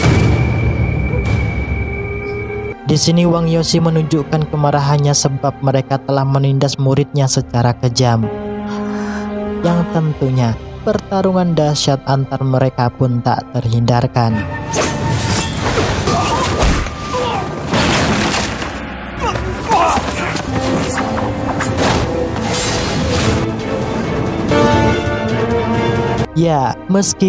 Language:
Indonesian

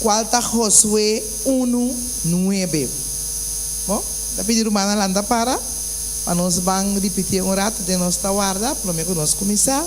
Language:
Papiamento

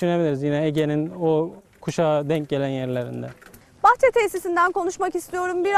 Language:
Turkish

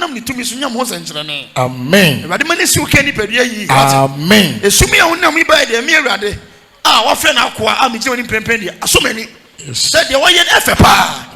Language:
Akan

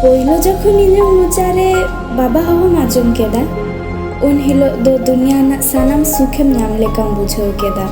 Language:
Santali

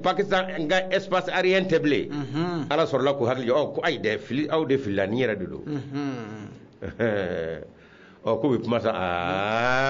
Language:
Bambara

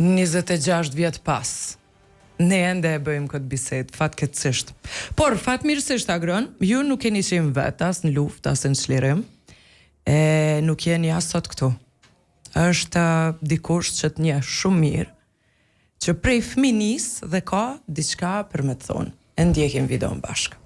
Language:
Albanian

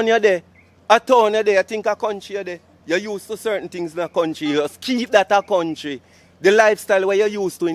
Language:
Jamaican Creole English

